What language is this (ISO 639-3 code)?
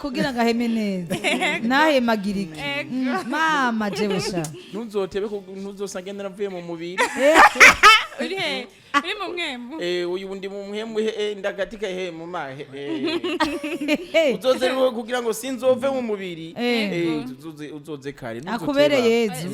run